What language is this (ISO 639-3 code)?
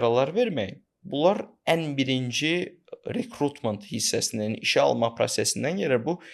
aze